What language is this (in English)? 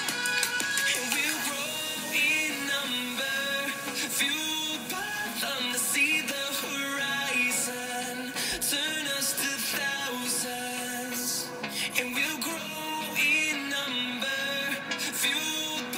English